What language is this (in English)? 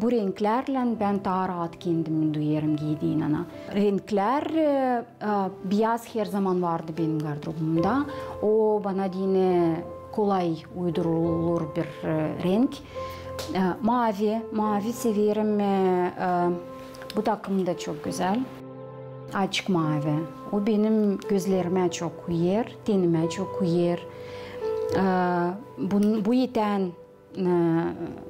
Gagauz